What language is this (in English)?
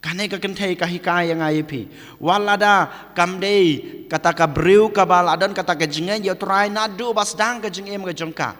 Khasi